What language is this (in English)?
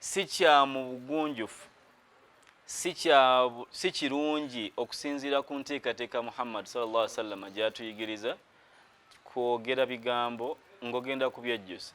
Ganda